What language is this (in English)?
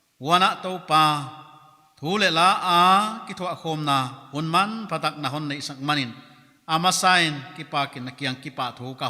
Paite Chin